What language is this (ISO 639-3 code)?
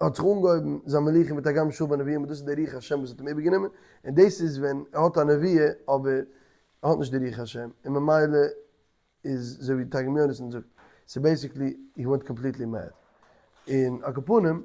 yid